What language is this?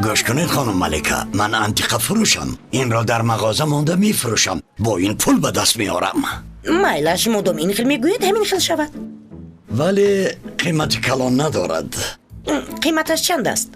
Tajik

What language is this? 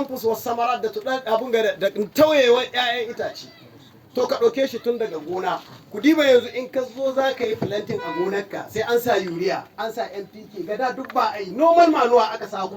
Hausa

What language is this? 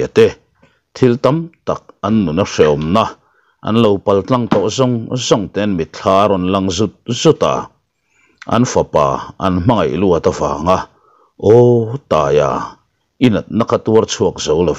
Mizo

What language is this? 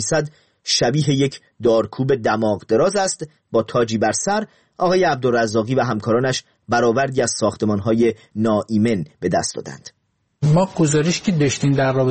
Persian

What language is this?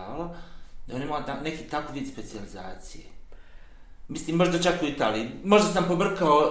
Bosnian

